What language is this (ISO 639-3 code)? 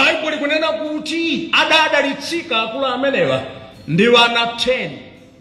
nya